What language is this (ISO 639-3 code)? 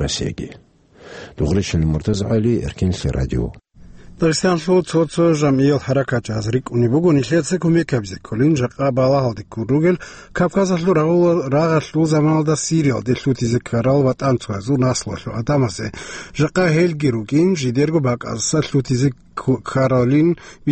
ava